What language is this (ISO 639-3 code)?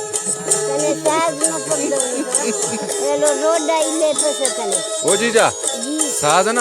brh